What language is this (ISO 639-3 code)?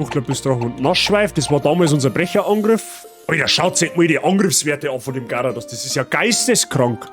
bar